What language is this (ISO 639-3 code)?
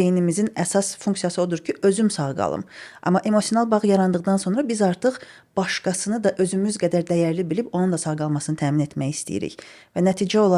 aze